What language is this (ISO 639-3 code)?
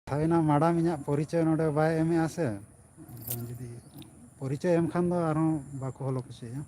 sat